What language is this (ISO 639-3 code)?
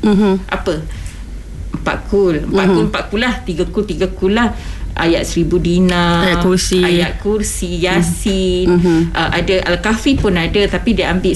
msa